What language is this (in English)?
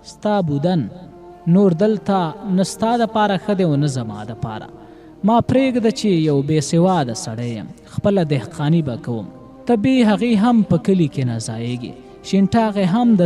Pashto